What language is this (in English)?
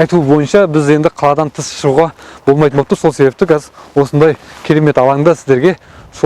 Kazakh